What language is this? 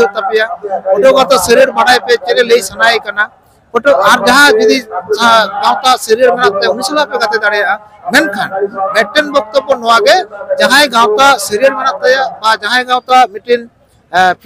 Santali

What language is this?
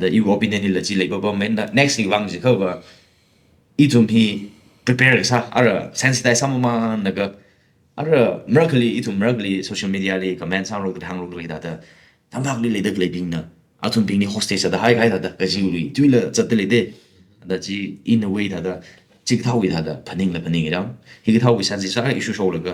Tangkhul Naga (India)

